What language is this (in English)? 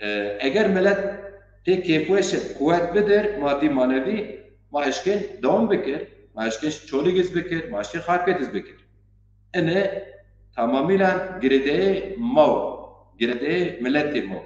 Zaza